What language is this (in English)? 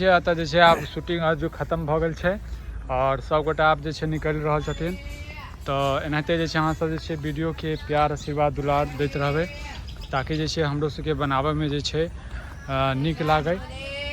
Maithili